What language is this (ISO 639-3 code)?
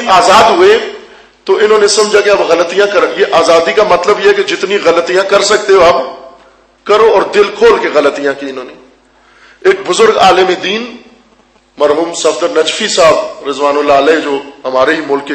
urd